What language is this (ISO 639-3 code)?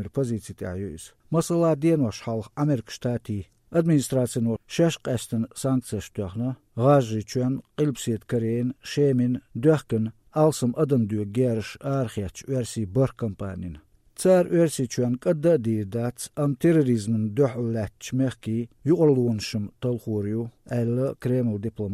che